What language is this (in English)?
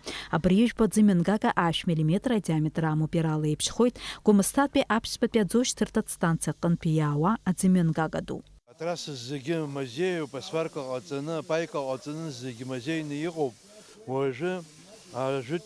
Abkhazian